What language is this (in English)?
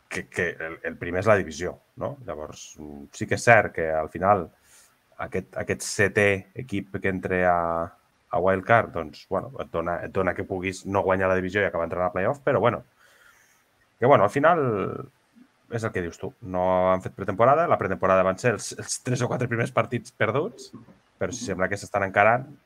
Catalan